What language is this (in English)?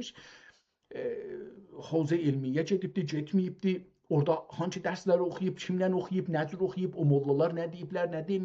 South Azerbaijani